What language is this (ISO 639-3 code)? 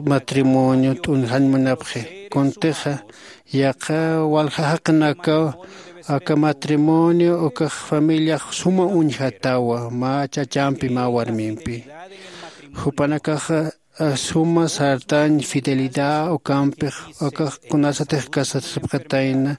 aym